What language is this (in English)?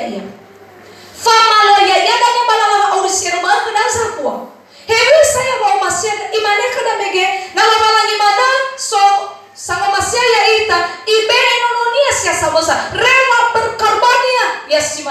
Nias